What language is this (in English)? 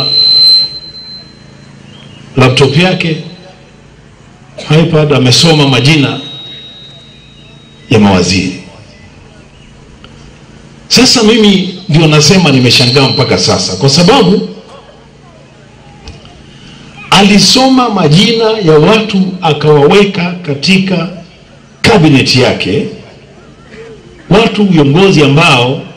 Swahili